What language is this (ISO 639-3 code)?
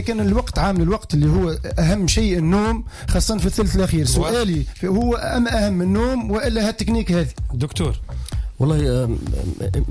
aeb